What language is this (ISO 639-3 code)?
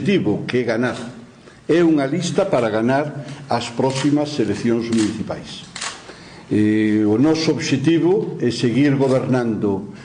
glg